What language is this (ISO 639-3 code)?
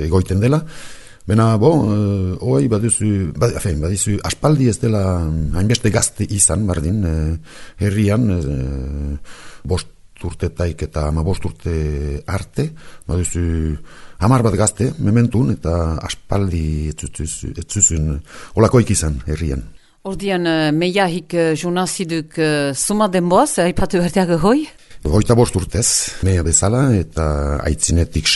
eus